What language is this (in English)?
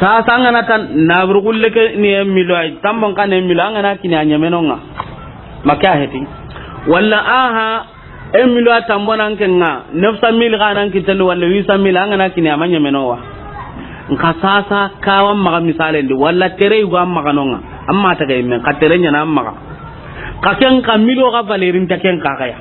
Soninke